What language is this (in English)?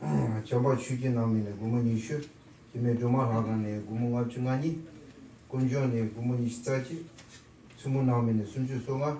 Tibetan